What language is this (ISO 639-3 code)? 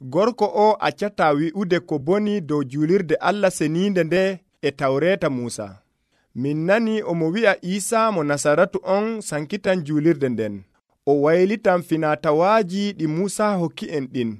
fuv